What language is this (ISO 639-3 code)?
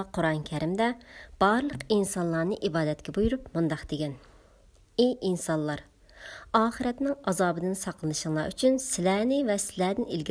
uig